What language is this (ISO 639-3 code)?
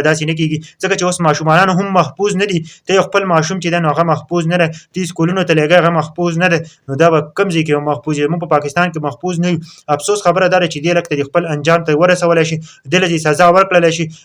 pus